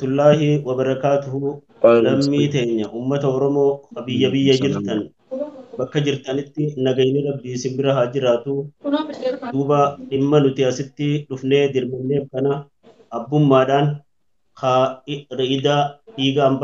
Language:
Oromo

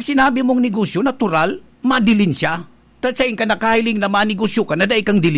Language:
Bikol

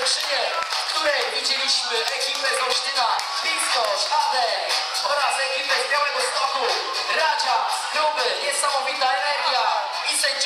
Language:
Polish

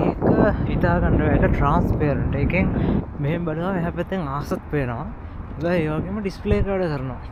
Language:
Sinhala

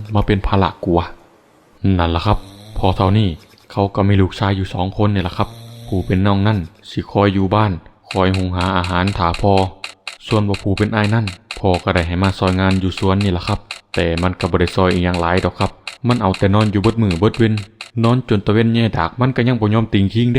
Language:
Northeastern Thai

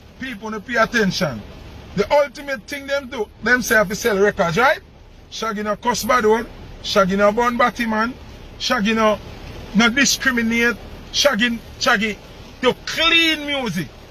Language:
Jamaican Creole English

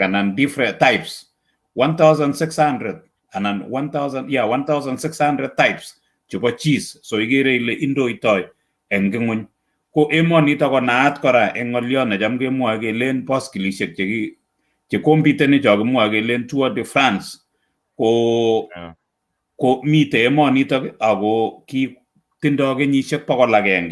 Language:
Kalenjin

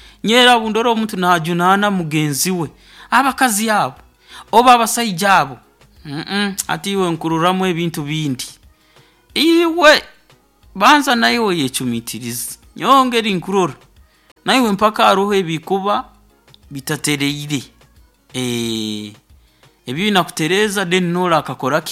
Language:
Nyoro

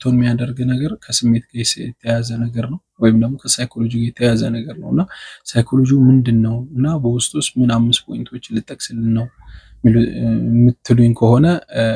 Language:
Amharic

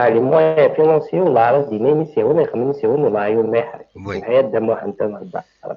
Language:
Kabyle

